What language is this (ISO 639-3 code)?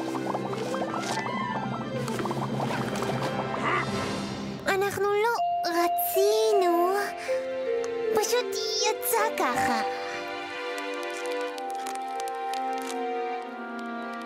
heb